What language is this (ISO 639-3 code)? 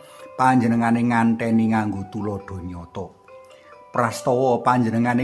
jav